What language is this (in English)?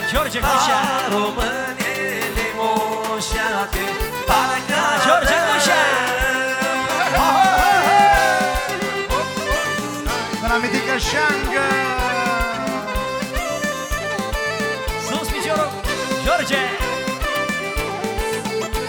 Romanian